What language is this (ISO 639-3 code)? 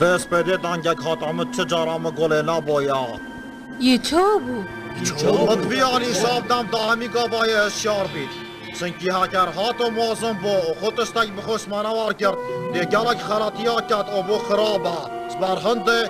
kur